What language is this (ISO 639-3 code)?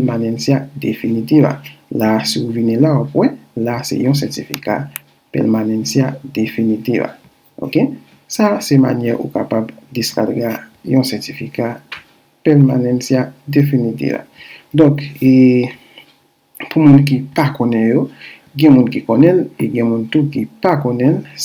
hat